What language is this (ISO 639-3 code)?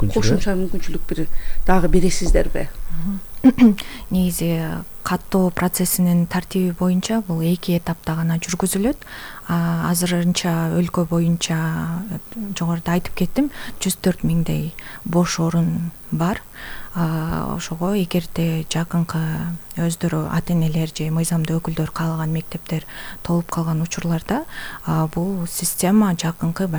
kir